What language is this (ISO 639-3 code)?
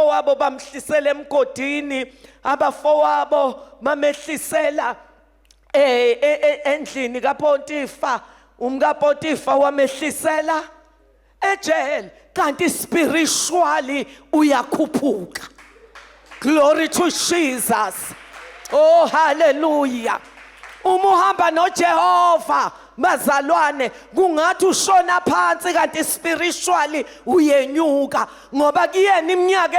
zul